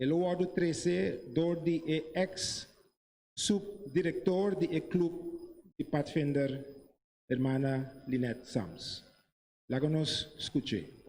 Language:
Papiamento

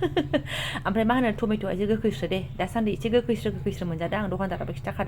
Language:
Bodo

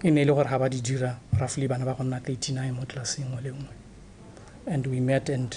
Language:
Tswana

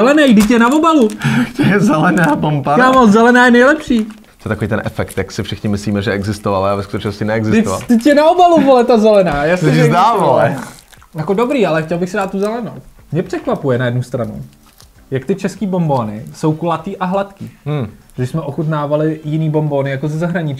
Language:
Czech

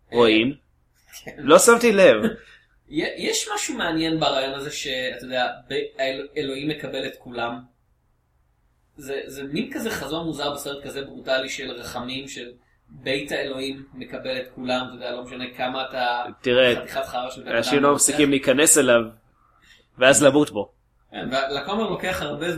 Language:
Hebrew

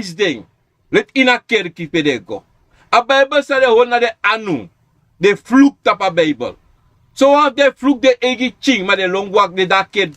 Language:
Sranan Tongo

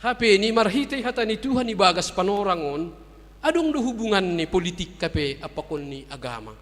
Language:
Batak Simalungun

